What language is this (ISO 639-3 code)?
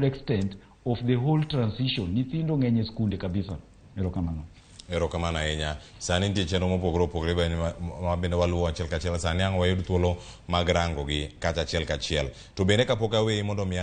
luo